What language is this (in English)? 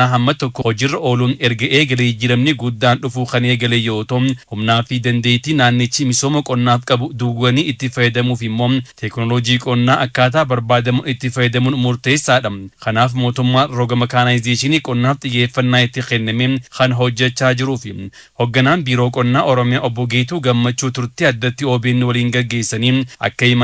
Oromo